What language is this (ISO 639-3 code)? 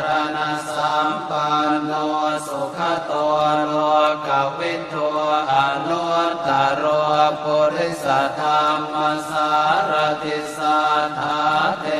pli